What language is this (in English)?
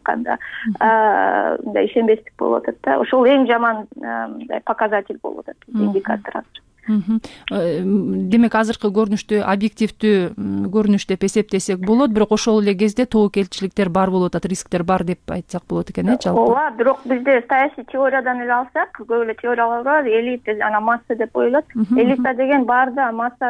Kyrgyz